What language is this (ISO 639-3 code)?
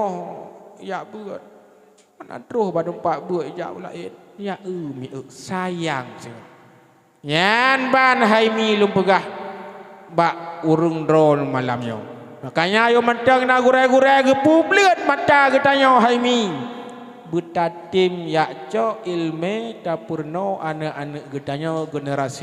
ace